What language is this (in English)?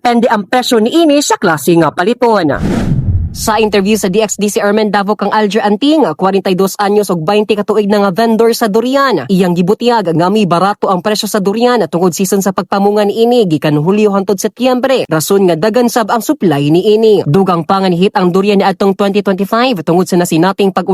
Cebuano